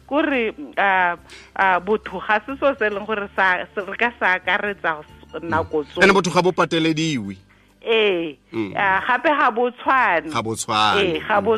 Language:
Tswana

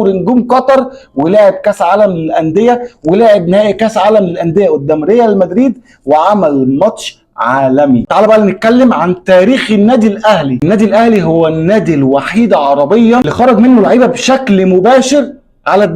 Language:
Egyptian Arabic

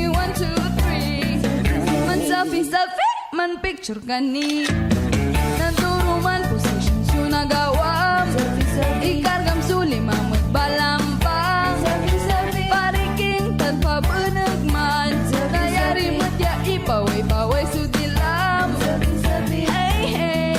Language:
Pangasinan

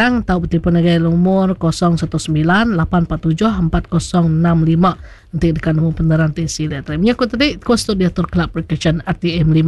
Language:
Iban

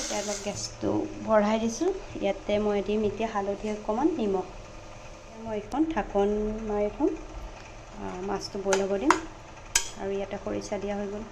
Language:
Assamese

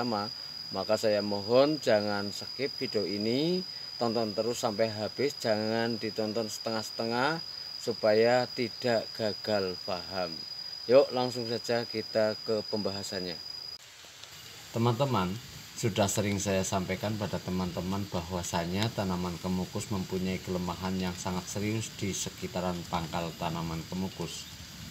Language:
Indonesian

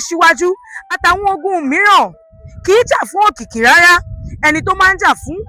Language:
Yoruba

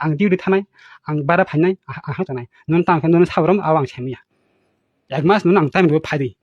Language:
Kok Borok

